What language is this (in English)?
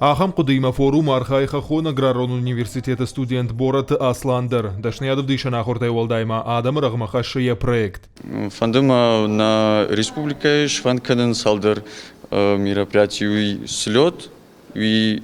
Ossetic